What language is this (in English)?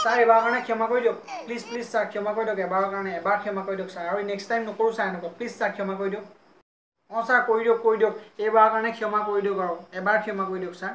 Assamese